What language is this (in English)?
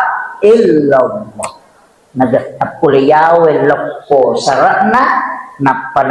Buginese